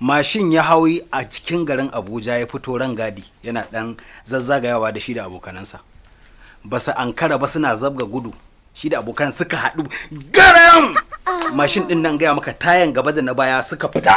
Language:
Hausa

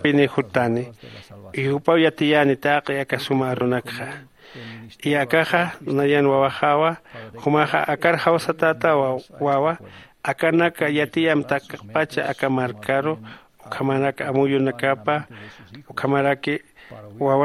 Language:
Aymara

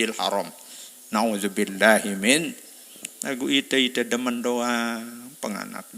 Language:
Sasak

